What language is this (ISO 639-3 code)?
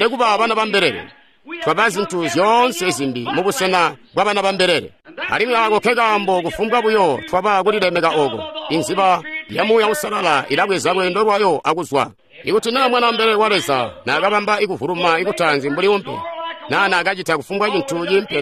toi